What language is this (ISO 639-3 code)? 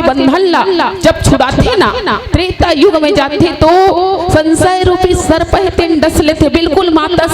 hne